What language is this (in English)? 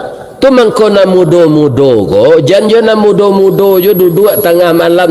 Minangkabau